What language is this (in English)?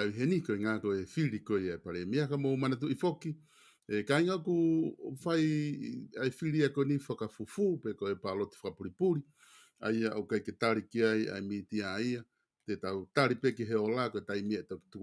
Tongan